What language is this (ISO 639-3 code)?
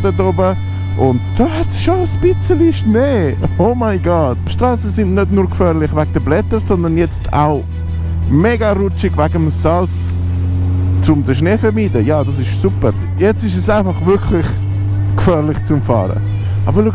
gsw